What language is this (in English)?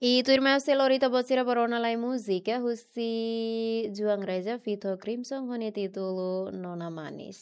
Tetum